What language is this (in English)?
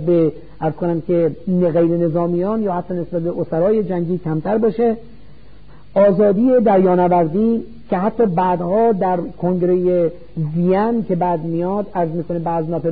Persian